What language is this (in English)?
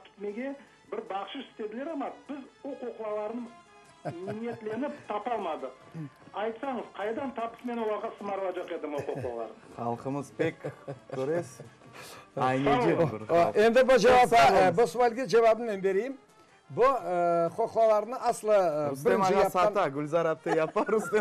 Crimean Tatar